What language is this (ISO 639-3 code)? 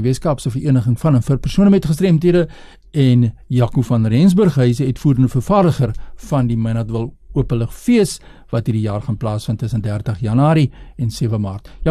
afr